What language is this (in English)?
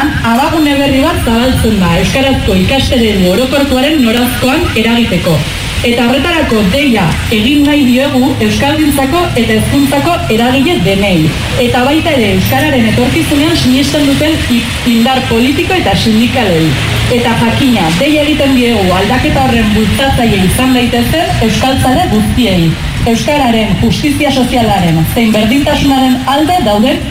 Basque